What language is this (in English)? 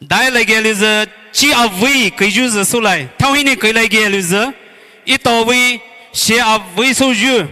Poumei Naga